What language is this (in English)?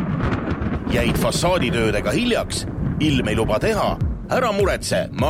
Estonian